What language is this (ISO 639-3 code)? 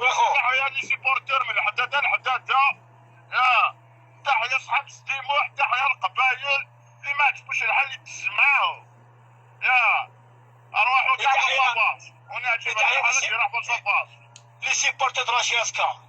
arq